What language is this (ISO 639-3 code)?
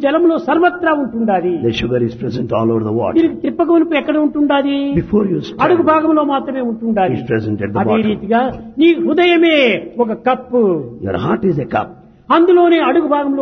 tel